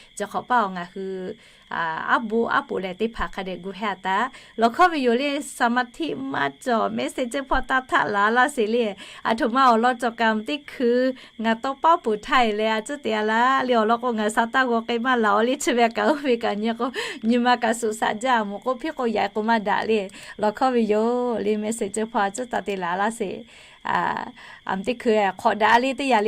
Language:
Lahu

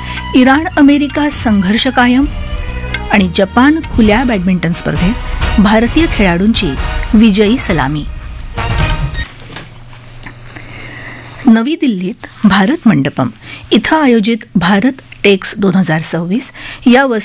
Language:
Marathi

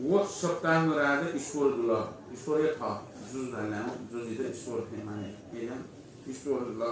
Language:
Newari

